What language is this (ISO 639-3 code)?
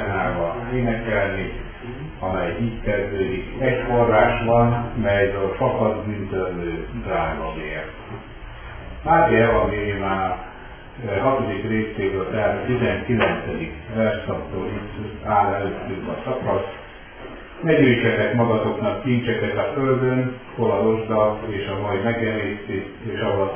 hun